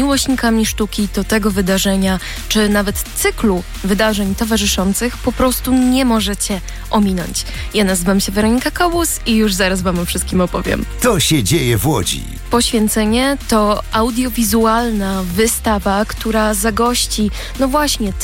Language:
Polish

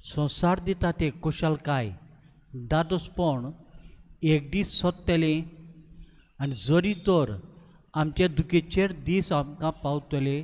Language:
Konkani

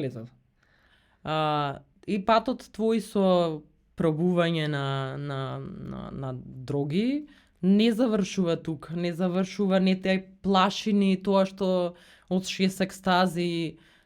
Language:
Macedonian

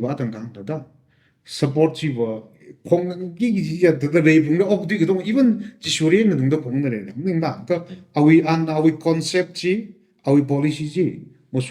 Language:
Tangkhul Naga (India)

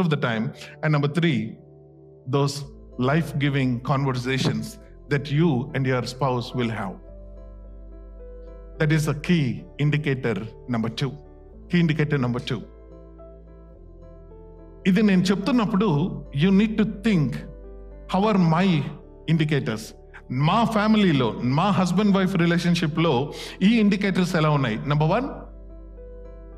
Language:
Telugu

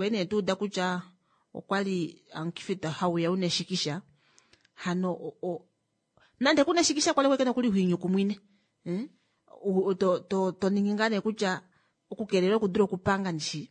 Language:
Kuanyama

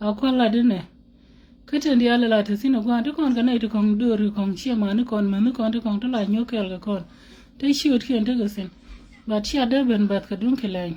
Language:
Nuer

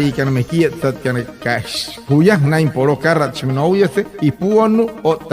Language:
Wayuu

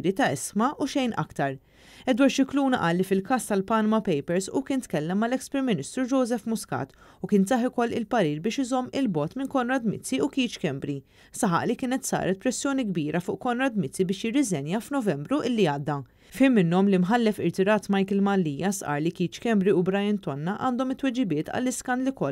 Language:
Maltese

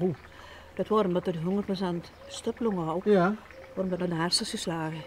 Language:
Limburgish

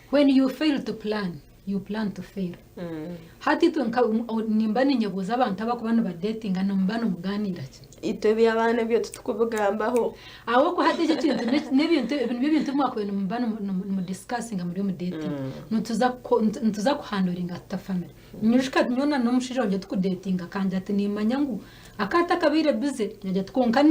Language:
Nyankole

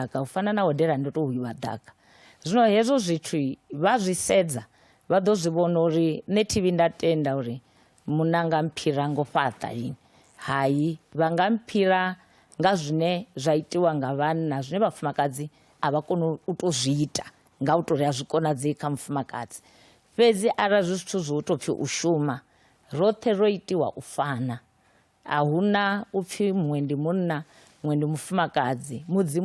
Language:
Venda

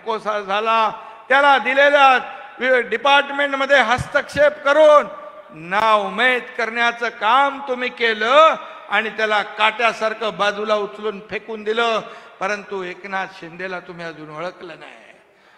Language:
Marathi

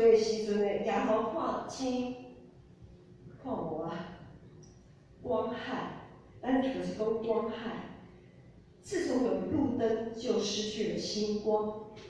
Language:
Min Nan Chinese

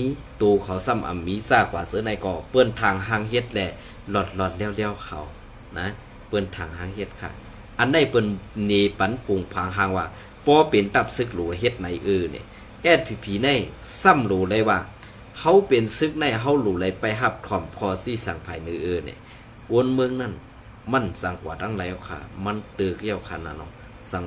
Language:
Shan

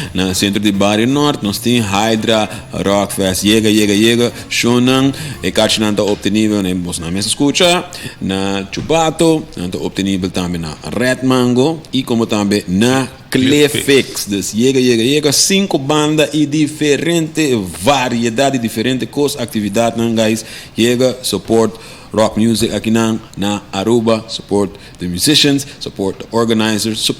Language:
Papiamento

